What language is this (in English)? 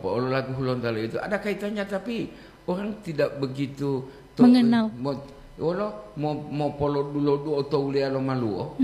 Gorontalo